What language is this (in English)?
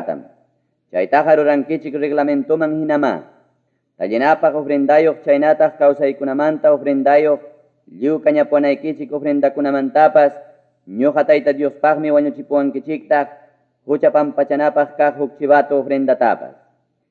Ayacucho Quechua